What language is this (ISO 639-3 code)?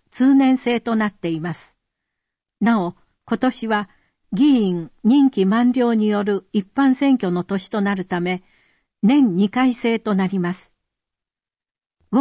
jpn